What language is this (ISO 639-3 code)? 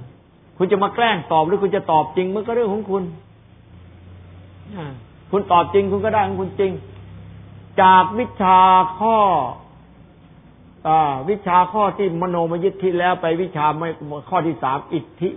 tha